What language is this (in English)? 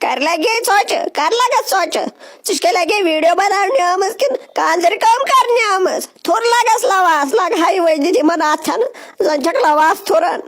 Kashmiri